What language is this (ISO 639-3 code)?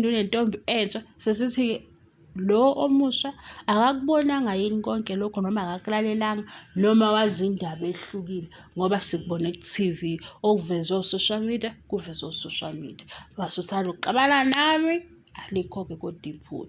zul